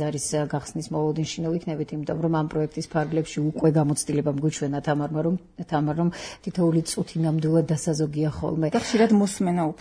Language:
Georgian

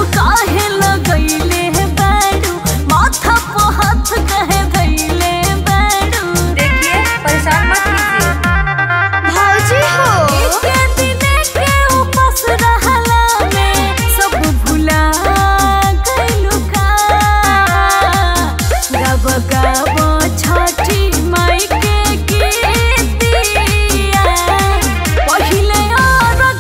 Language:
Bhojpuri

